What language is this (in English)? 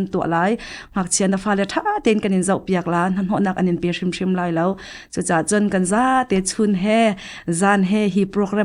Hakha Chin